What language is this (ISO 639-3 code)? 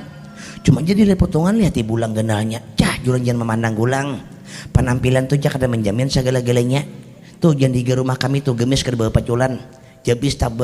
bjn